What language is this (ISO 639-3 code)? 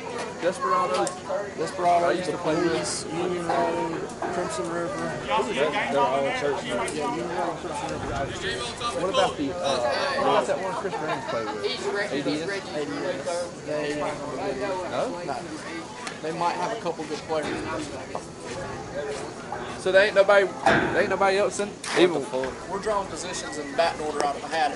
eng